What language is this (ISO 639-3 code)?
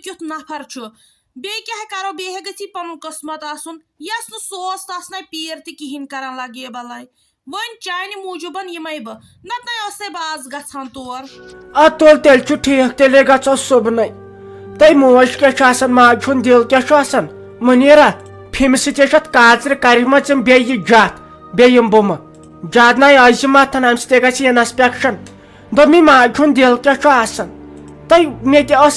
kas